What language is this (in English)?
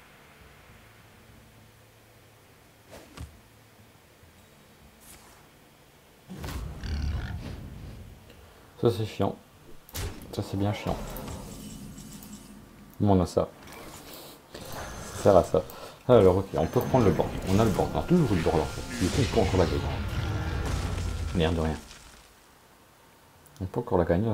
French